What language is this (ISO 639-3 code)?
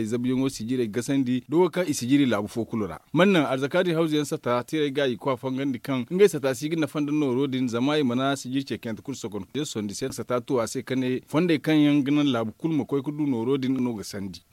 dje